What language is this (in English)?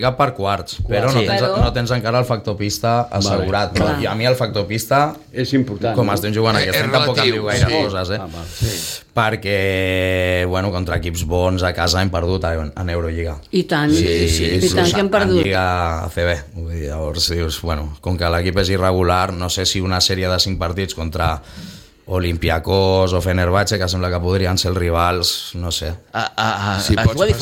Catalan